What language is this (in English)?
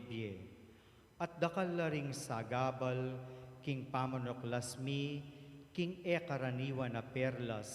Pampanga